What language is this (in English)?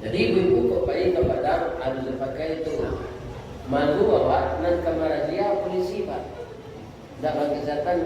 Minangkabau